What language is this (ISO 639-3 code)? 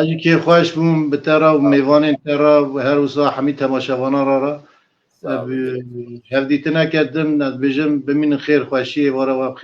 kur